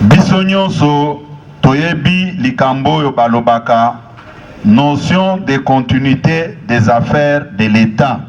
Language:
Lingala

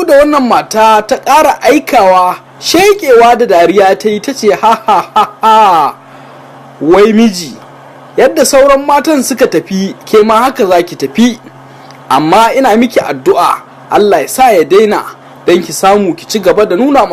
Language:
Hausa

